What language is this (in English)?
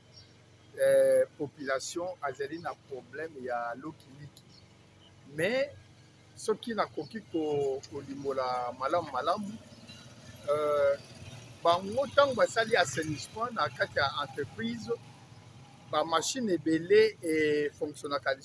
Lingala